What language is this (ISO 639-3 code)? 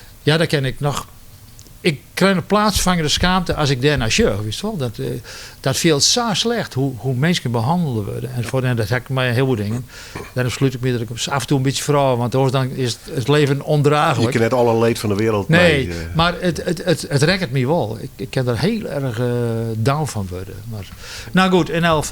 fry